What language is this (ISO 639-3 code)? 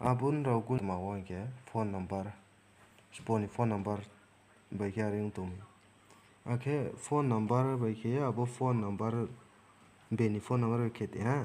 ria